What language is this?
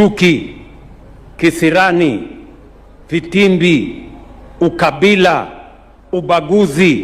Swahili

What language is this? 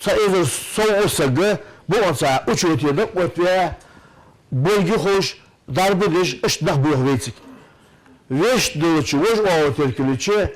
Ingush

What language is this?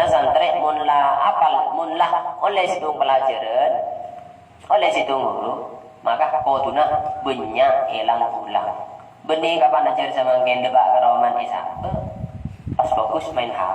Madurese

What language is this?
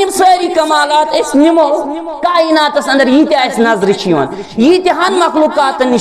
Kashmiri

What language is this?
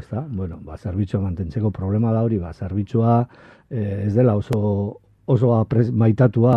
Basque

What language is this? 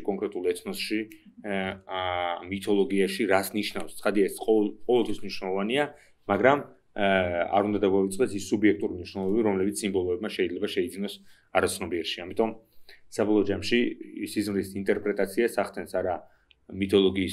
Georgian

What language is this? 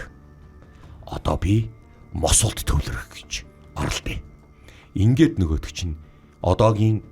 Mongolian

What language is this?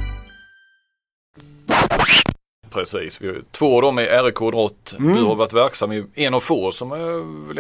Swedish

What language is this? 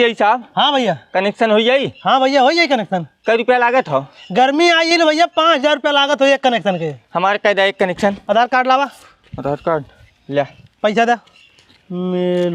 Bhojpuri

